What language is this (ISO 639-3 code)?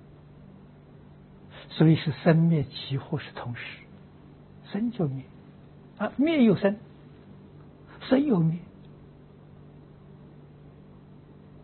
zho